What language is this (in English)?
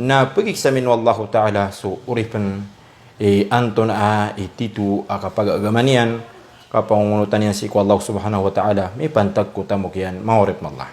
Maranao